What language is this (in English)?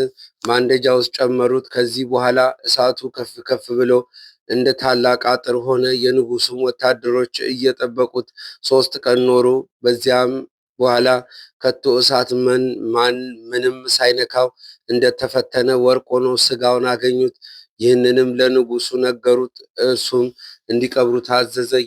Amharic